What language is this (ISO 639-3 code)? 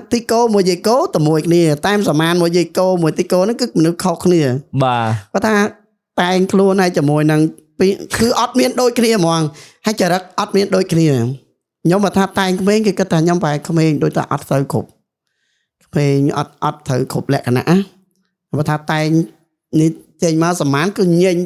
khm